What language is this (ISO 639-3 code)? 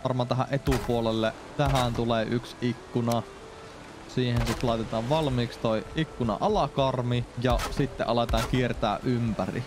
fin